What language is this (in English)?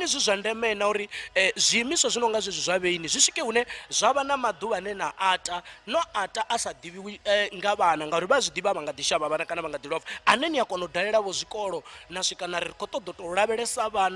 Venda